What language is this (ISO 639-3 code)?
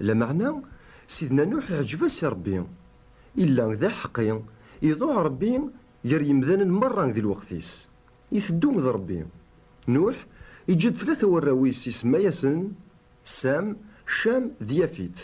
kab